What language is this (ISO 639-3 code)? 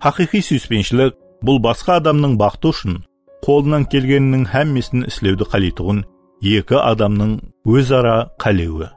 kaa